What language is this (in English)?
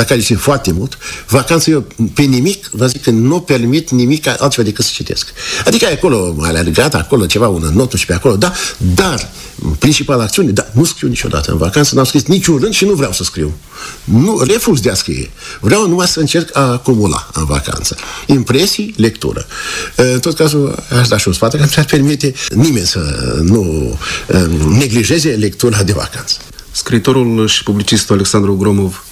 Romanian